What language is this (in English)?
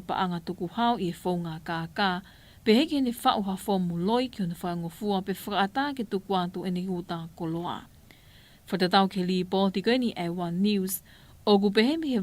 Tongan